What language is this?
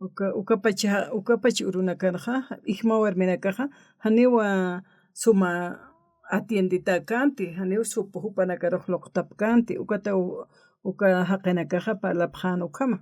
Aymara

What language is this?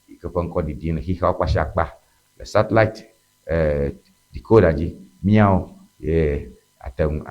Ewe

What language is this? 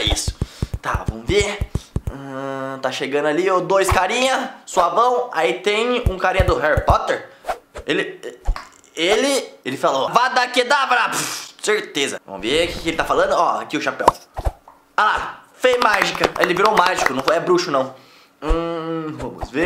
Portuguese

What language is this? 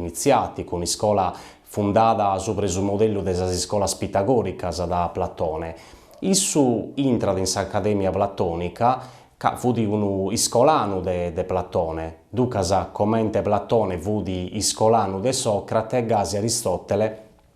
Sardinian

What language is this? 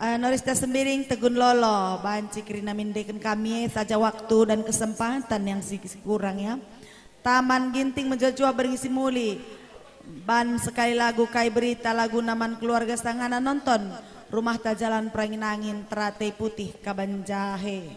Batak Karo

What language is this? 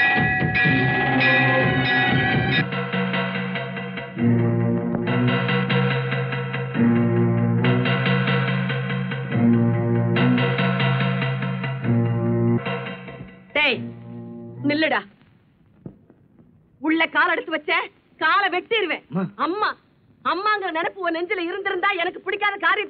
Tamil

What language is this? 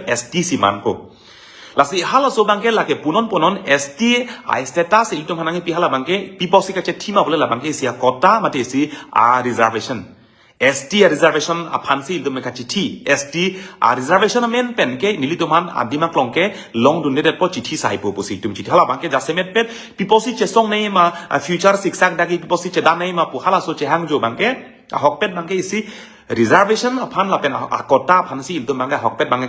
Karbi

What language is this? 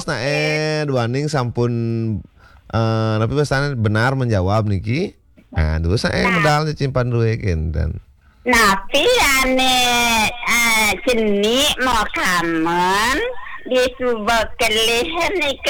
Balinese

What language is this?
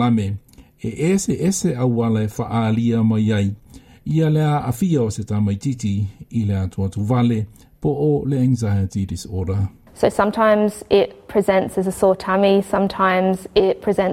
Samoan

